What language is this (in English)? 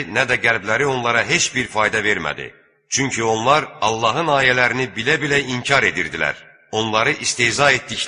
Azerbaijani